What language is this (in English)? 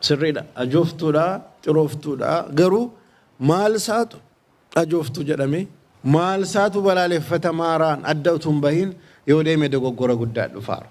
Oromo